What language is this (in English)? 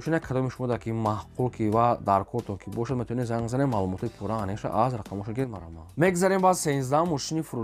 Tajik